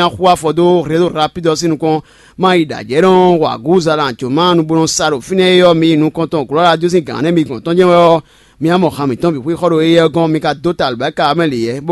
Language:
Fon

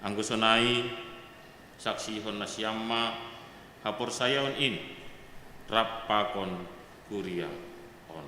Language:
Batak Simalungun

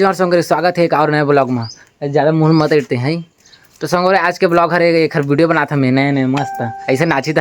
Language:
Chhattisgarhi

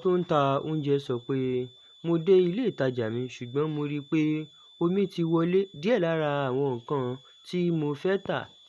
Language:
Yoruba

